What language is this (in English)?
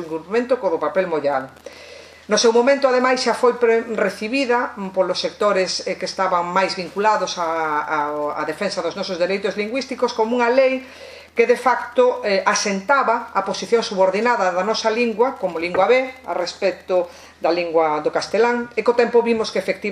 Galician